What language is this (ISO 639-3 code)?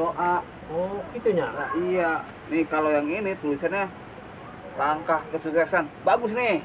bew